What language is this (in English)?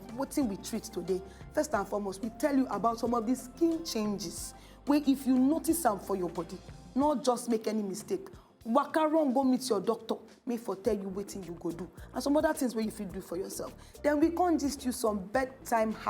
Nigerian Pidgin